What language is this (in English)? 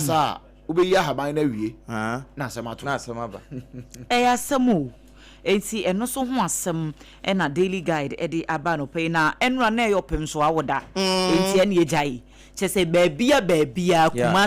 Akan